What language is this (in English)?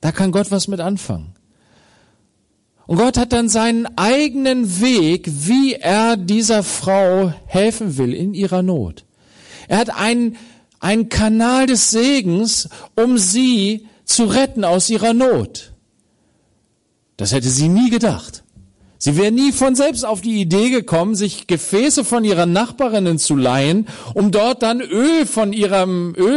German